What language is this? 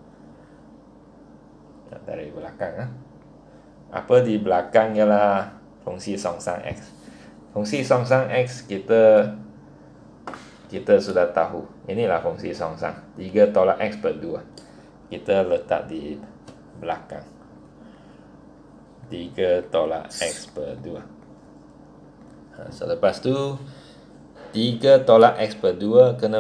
Malay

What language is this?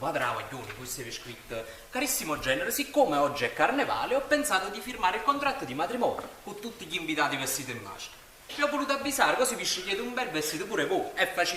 Neapolitan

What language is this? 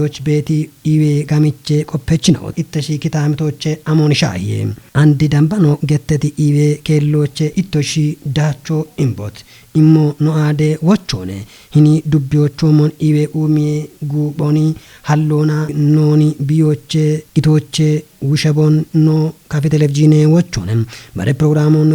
Kafa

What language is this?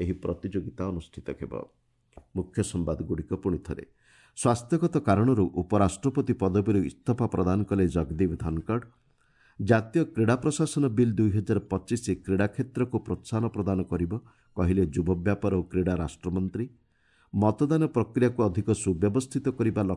Odia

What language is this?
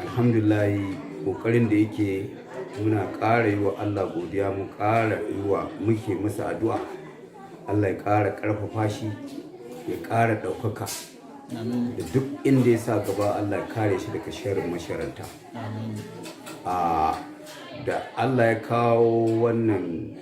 Hausa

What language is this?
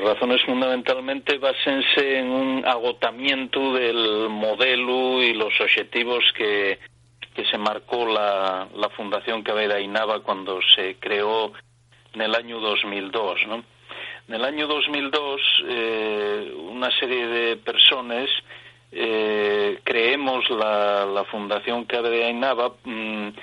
Asturian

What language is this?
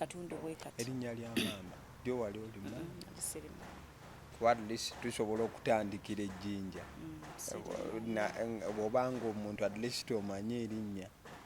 Ganda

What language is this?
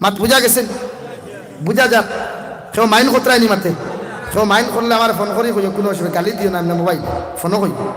Sylheti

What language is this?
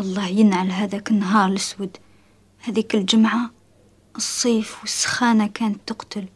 Algerian Arabic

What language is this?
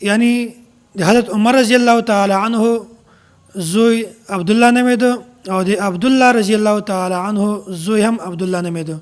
Pashto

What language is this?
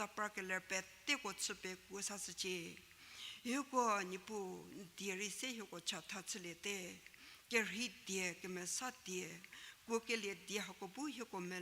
Angami Naga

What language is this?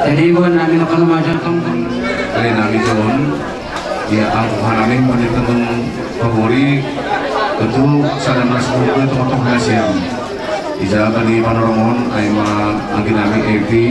Batak Simalungun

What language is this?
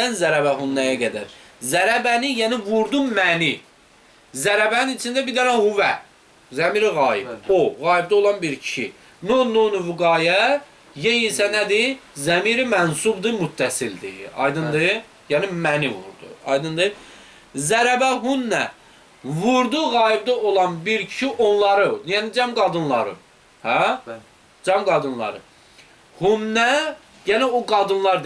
Azerbaijani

